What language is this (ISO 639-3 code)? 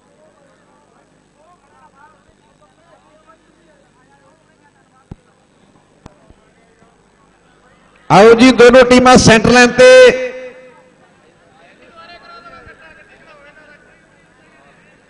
pan